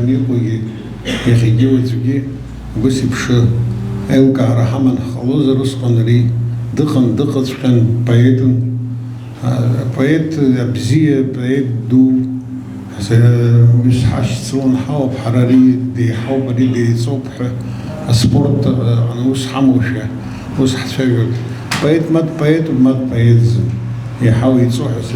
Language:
Abkhazian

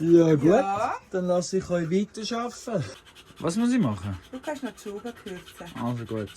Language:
Swiss German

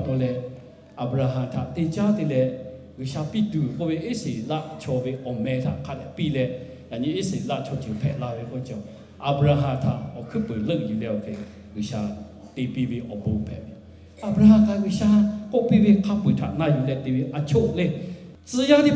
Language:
Lahu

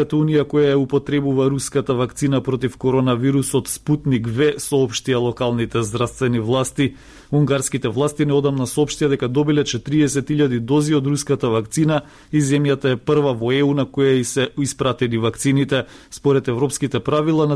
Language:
Macedonian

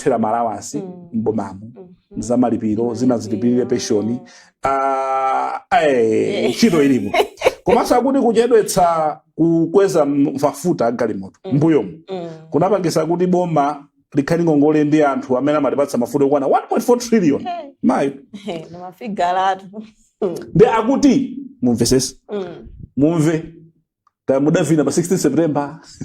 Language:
Nyanja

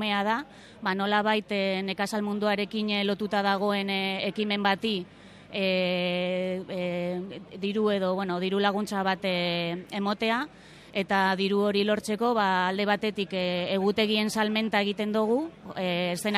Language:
Basque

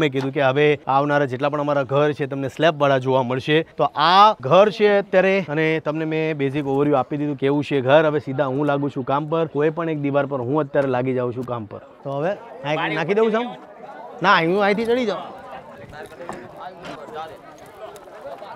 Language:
Gujarati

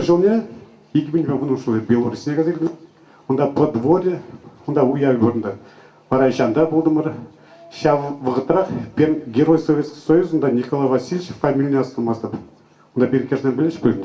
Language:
Chuvash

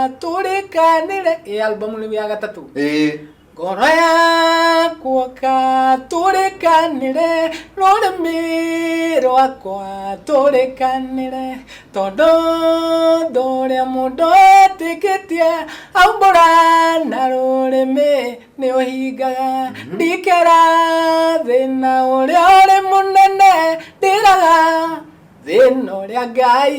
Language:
Kikuyu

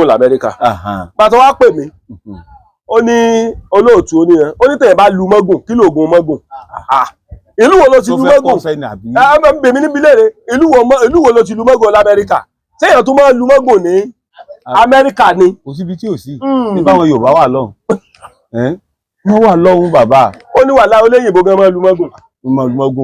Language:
Yoruba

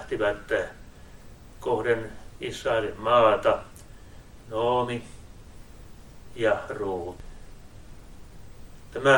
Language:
Finnish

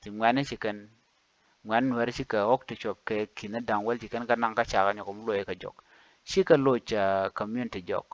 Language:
Nuer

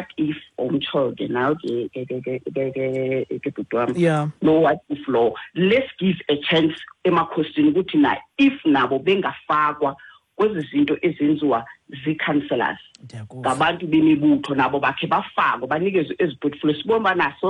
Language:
Xhosa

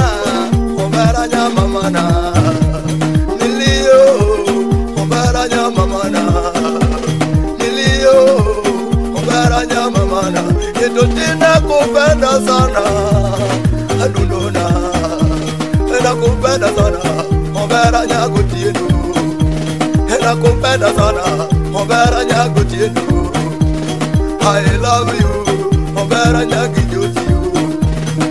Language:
Swahili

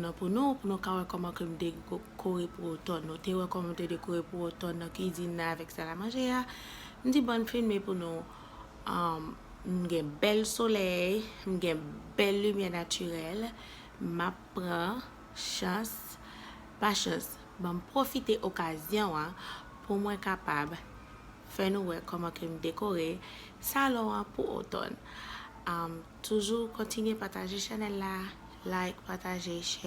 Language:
Haitian Creole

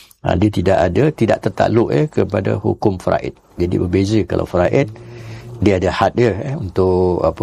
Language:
Malay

